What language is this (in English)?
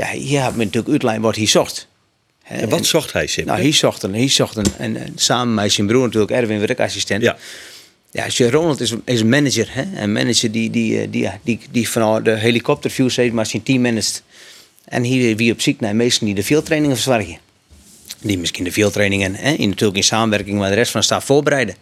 Western Frisian